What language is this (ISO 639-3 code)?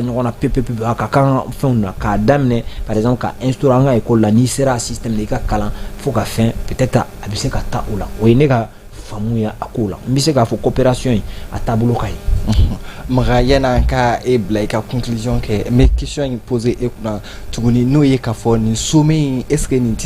bam